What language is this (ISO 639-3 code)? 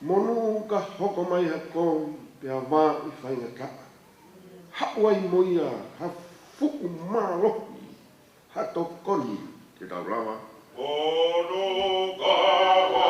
ton